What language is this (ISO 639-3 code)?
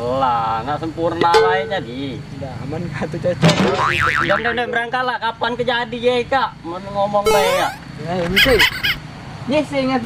mui